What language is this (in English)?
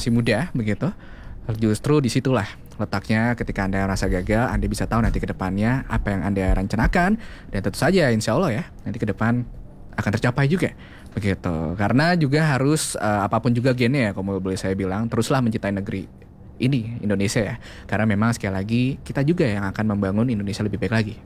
Indonesian